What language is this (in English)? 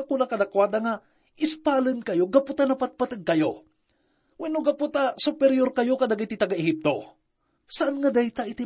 Iloko